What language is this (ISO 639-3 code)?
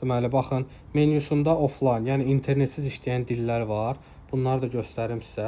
aze